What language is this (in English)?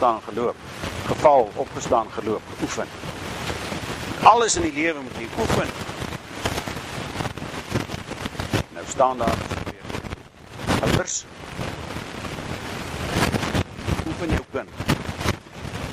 Afrikaans